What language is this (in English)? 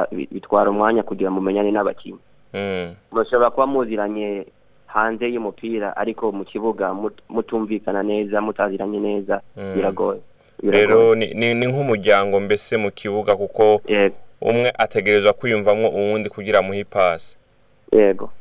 Rundi